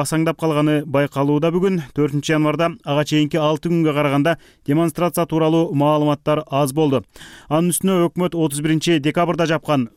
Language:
Kyrgyz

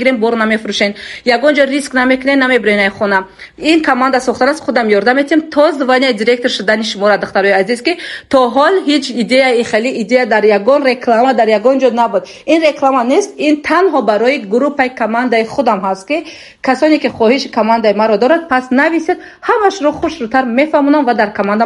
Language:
Tajik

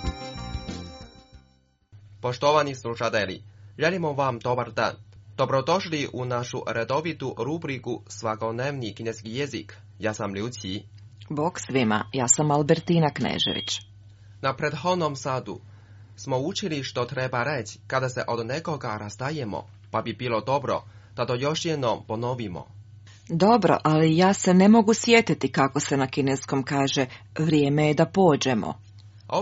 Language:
Croatian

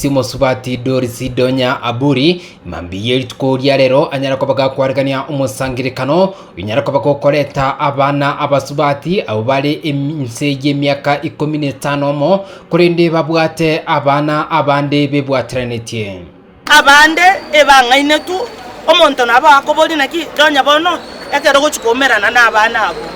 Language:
Gusii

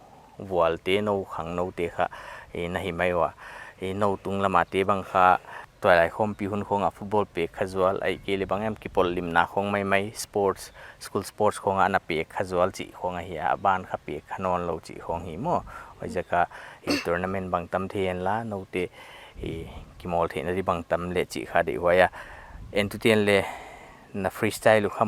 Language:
Paite Chin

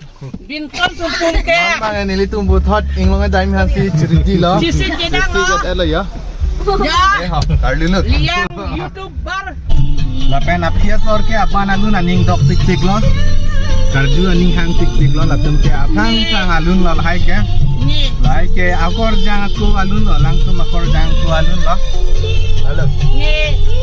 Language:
Karbi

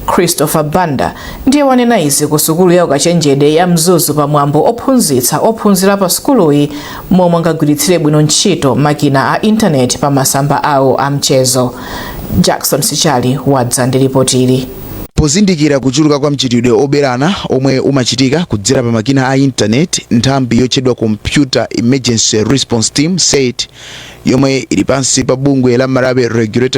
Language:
Nyanja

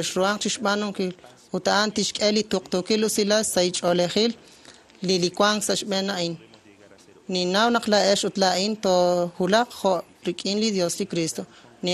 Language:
Kekchí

